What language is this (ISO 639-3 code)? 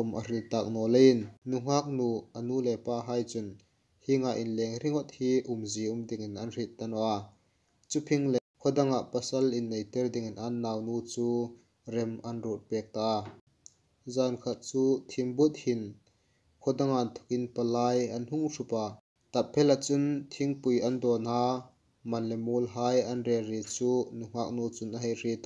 hmr